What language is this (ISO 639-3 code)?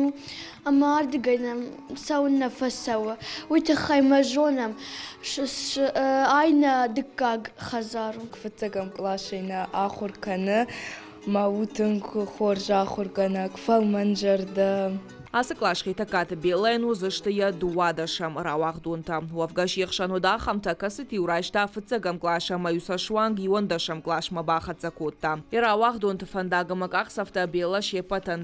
oss